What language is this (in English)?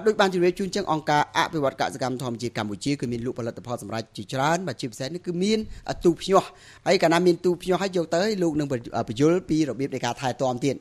Khmer